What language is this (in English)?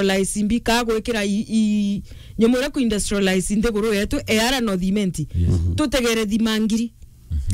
Meru